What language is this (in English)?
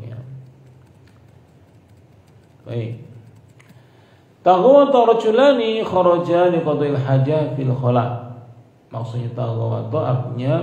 Indonesian